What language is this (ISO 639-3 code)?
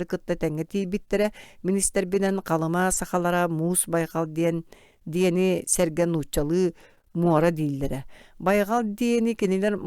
sah